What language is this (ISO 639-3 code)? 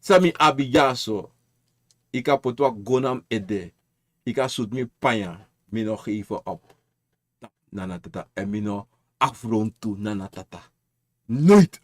srn